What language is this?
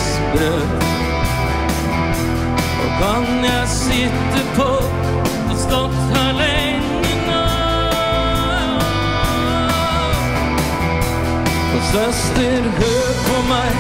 Norwegian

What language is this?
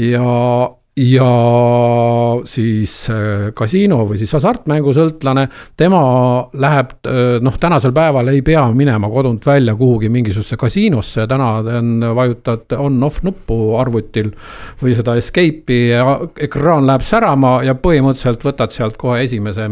Estonian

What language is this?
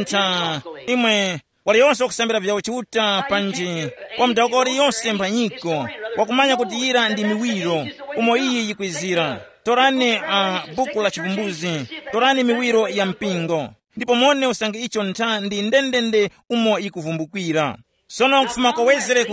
Tumbuka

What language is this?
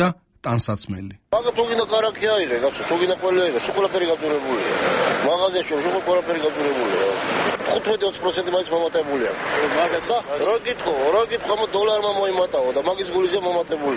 Georgian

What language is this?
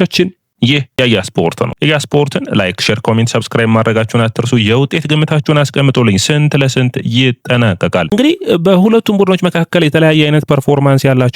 Amharic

